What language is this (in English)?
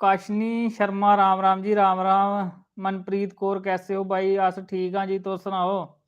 Dogri